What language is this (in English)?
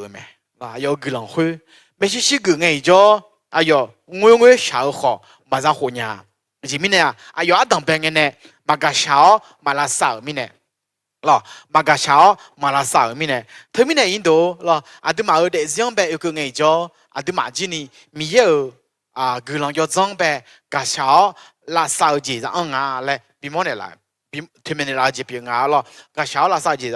Akha